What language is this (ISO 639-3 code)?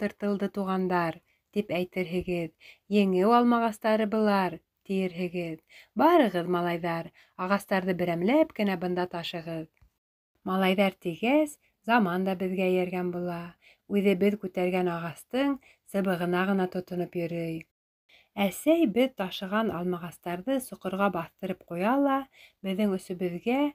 bak